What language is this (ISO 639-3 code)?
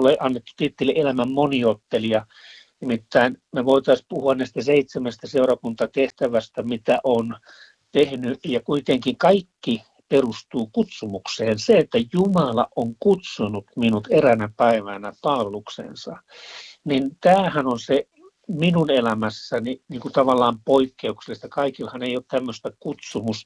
fin